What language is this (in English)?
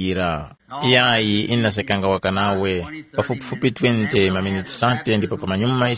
Tumbuka